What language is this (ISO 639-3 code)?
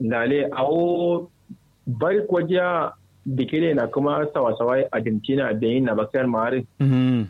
kau